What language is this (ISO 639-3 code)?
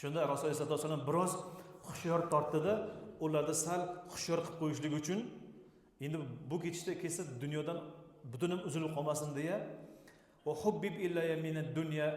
uzb